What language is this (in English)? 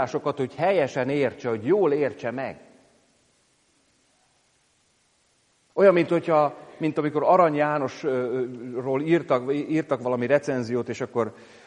Hungarian